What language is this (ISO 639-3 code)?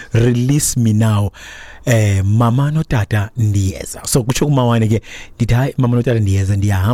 xho